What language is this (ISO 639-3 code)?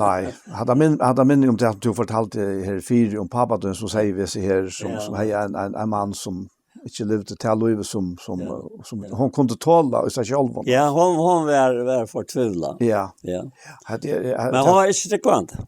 fao